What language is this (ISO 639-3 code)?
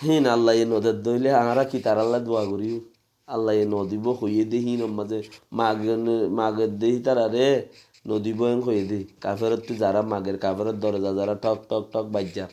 rhg